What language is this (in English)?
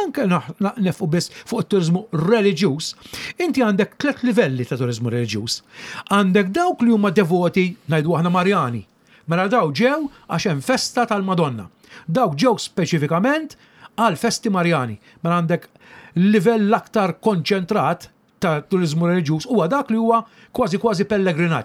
Maltese